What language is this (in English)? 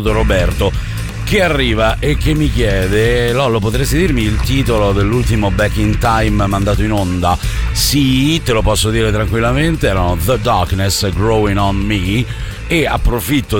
Italian